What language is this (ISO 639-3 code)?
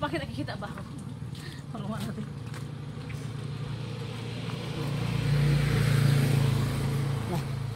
fil